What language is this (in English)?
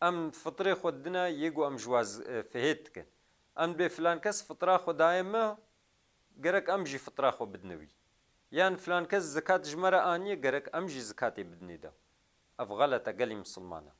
Kurdish